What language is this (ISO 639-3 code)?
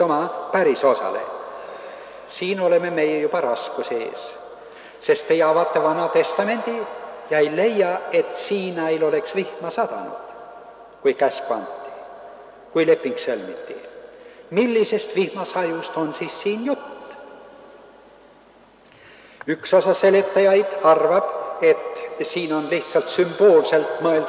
est